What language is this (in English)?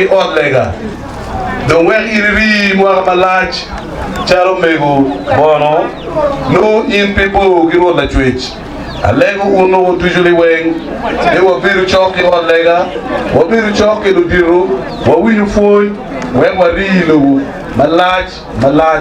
Acoli